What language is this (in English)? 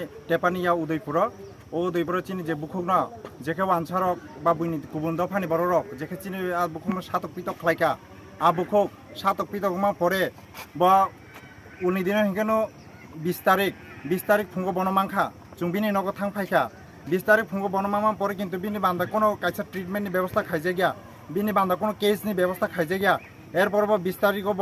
Kok Borok